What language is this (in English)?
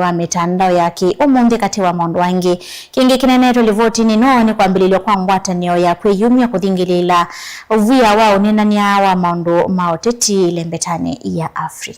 Kamba